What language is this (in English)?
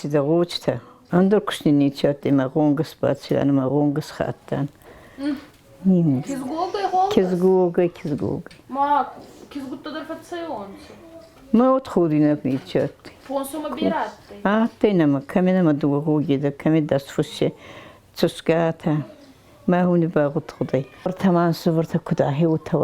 Ossetic